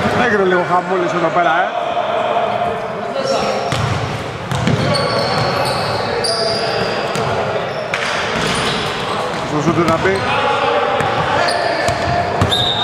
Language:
Greek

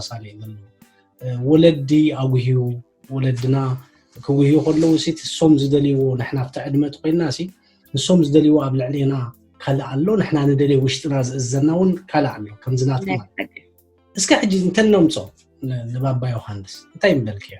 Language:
Tigrinya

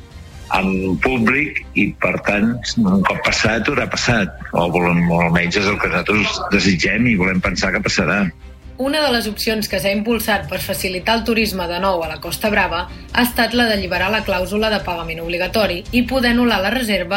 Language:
Catalan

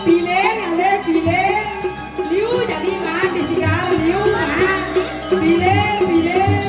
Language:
Balinese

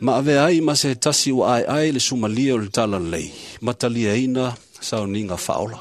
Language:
Samoan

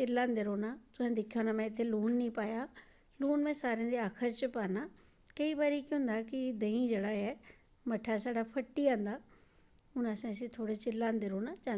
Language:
Dogri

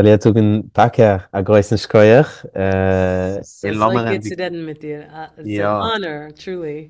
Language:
Yiddish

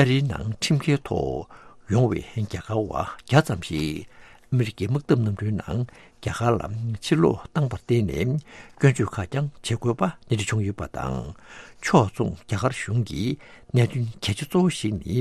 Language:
Tibetan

